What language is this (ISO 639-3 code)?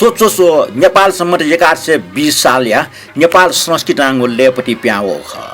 new